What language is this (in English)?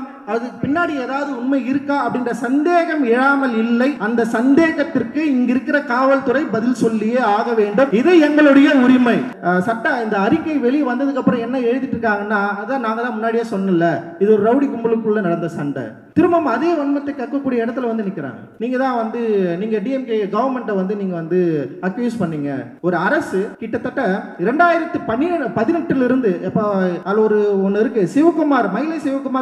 Tamil